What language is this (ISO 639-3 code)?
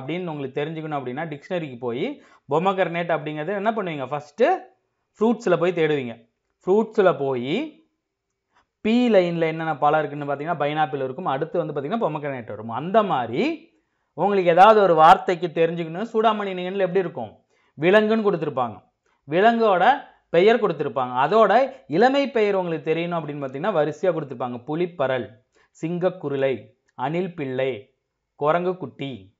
tam